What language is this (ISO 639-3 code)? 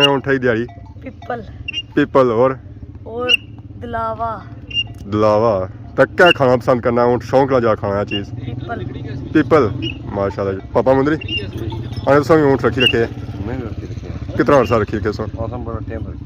phr